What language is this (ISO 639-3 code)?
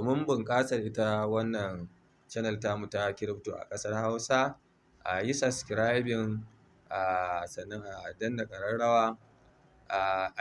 hau